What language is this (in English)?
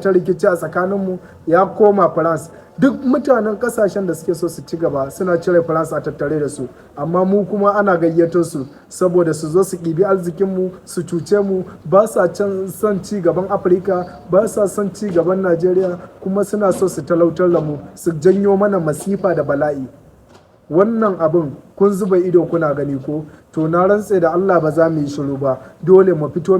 Hausa